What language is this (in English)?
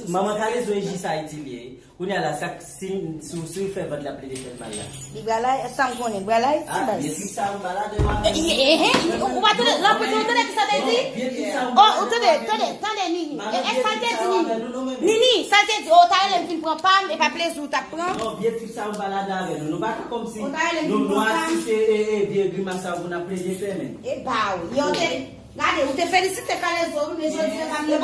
Haitian Creole